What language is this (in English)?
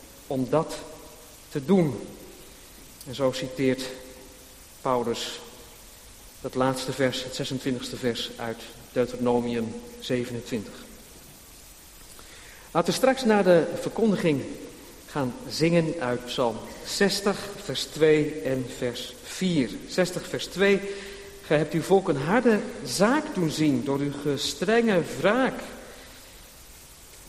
Dutch